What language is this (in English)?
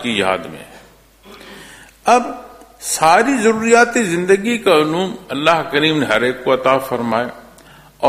Urdu